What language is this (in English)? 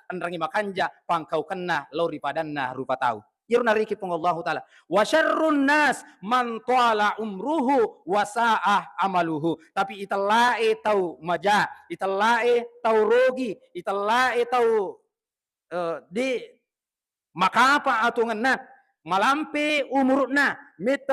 Buginese